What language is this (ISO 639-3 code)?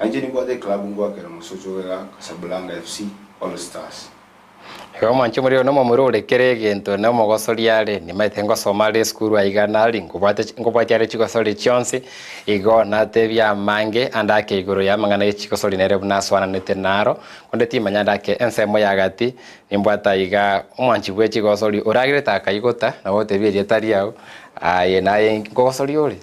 guz